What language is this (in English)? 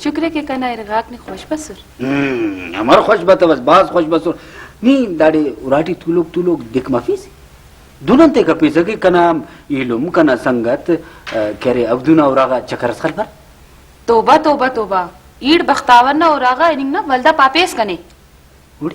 Brahui